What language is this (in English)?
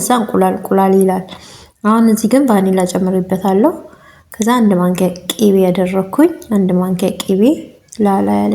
Amharic